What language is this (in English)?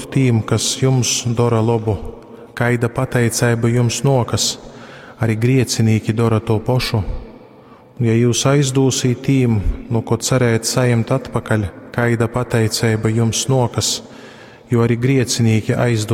Latgalian